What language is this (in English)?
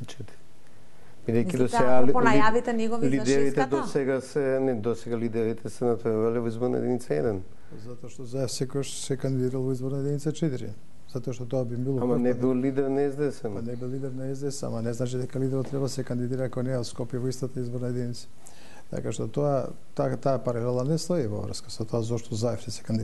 Macedonian